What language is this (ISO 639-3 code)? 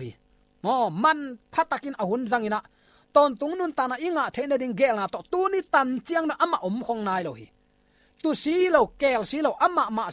ctd